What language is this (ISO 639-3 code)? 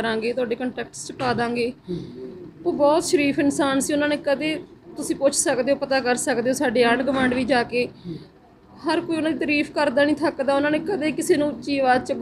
pan